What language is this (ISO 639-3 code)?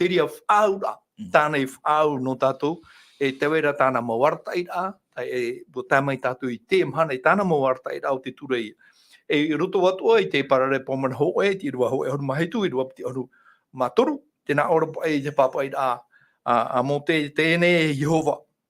tah